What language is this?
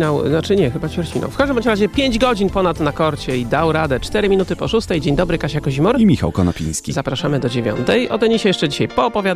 Polish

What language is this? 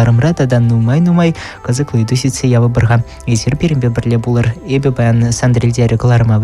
Chuvash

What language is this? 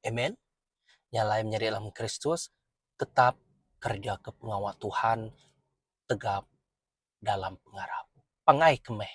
Iban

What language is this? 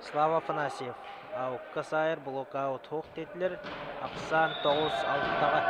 Yakut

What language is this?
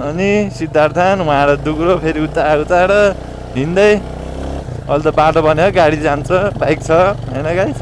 Nepali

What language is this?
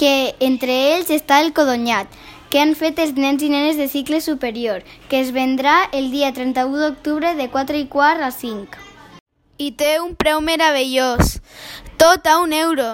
Catalan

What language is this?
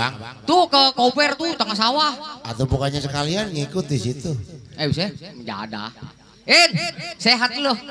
Betawi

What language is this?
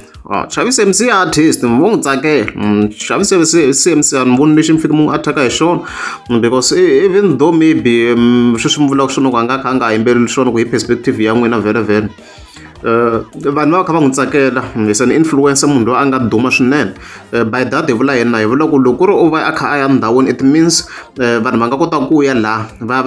Tsonga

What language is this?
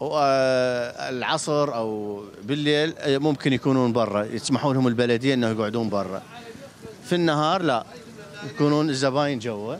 Mesopotamian Arabic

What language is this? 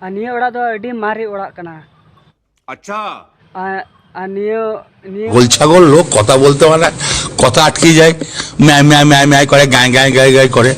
Santali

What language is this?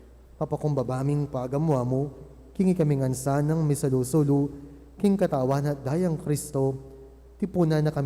Pampanga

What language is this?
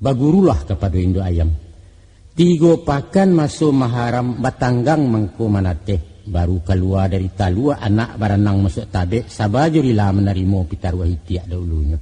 Minangkabau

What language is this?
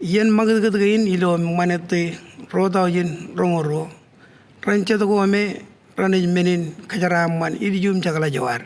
Marshallese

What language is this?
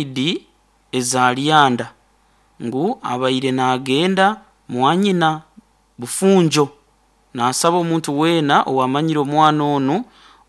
Nyoro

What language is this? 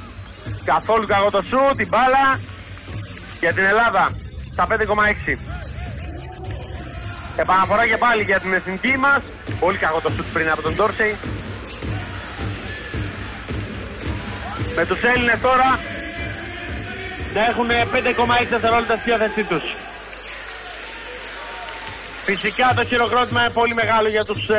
Greek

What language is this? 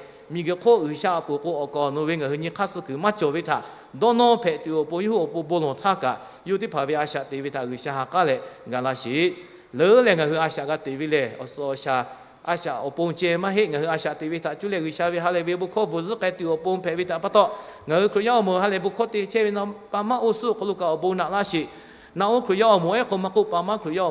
Lahu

